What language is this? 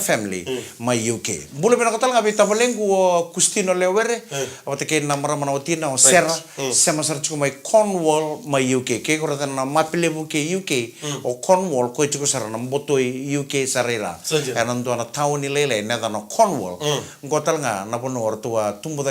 Fijian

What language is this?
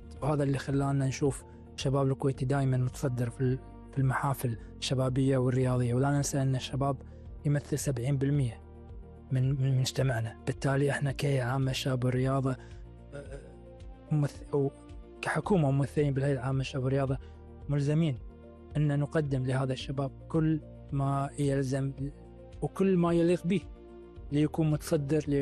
Gulf Arabic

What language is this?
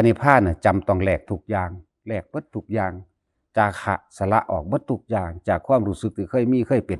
Northeastern Thai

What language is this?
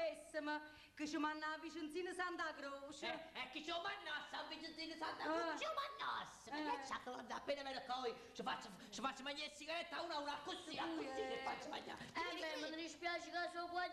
Neapolitan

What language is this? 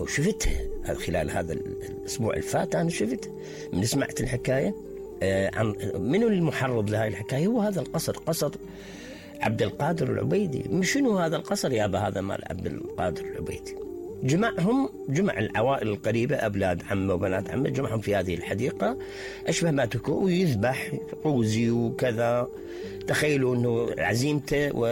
Mesopotamian Arabic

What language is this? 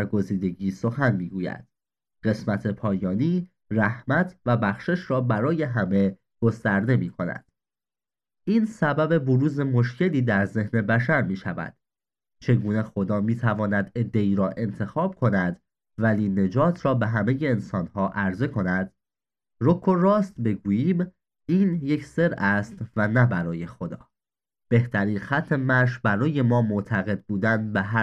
Persian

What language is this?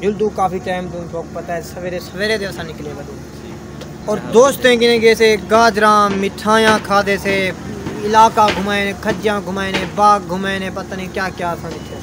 Saraiki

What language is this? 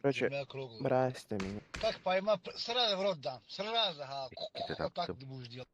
Yakut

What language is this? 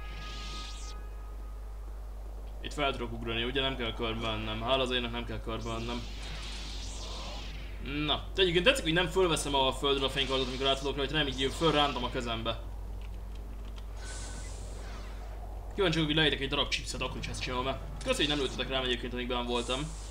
Hungarian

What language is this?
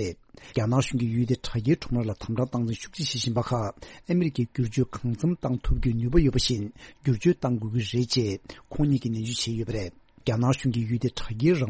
Tibetan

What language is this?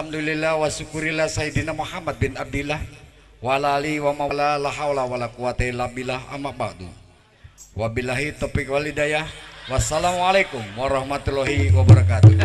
Betawi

